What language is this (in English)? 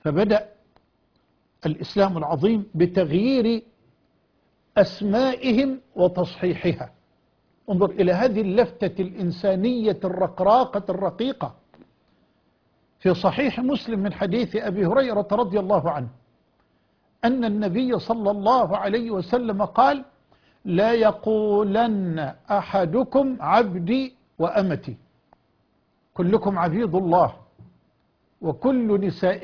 Arabic